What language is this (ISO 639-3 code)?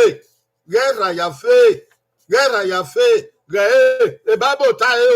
bin